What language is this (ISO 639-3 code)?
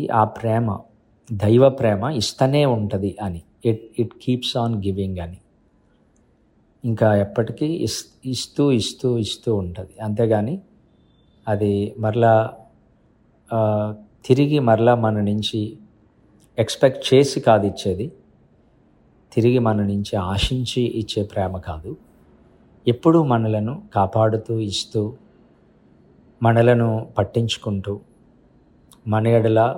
tel